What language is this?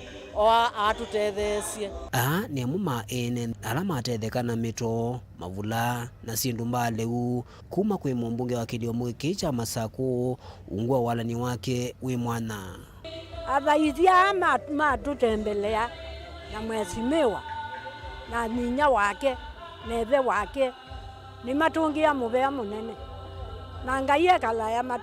Kamba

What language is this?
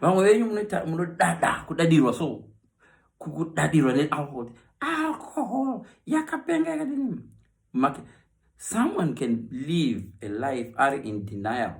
Shona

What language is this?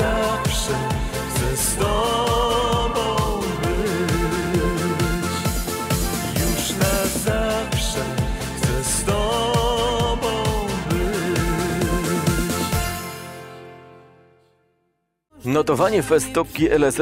Polish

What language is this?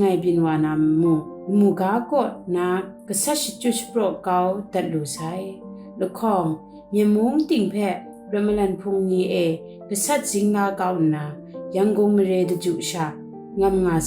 Kachin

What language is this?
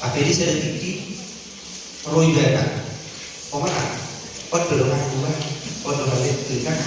Batak Toba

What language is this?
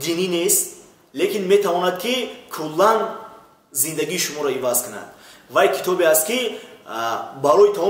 Tajik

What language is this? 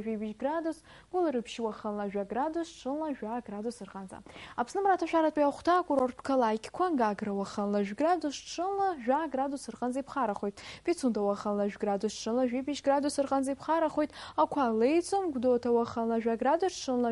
Abkhazian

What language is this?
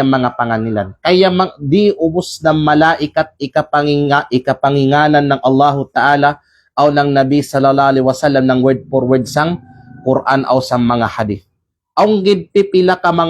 Kalagan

